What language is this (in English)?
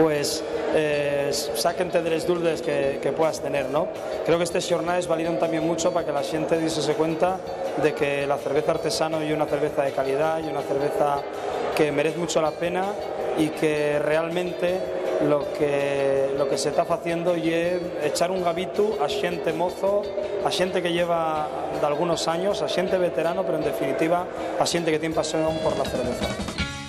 Asturian